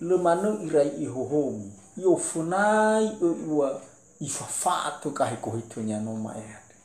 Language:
Nias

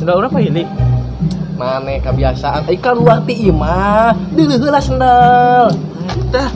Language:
Sundanese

